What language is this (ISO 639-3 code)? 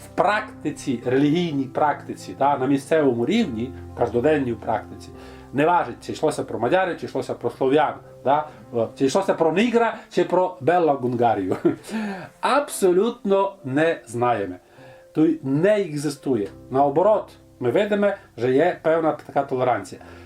rue